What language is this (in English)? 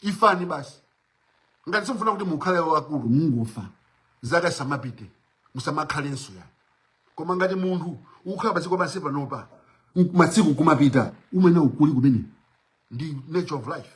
Nyanja